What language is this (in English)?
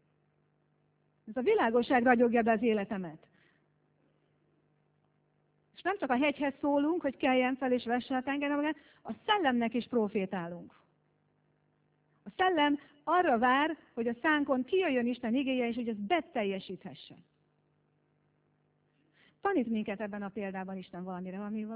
Hungarian